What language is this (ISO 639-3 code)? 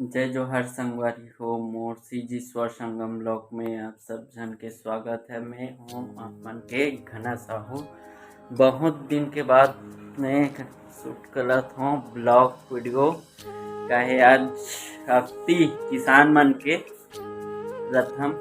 hne